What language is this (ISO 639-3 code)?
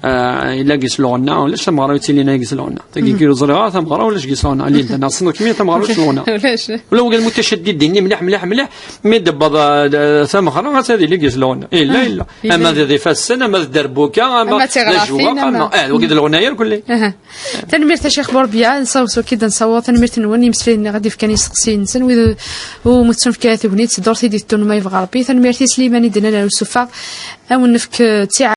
kab